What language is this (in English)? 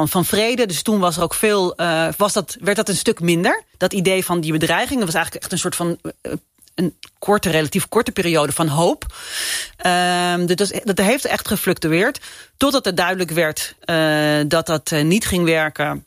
Dutch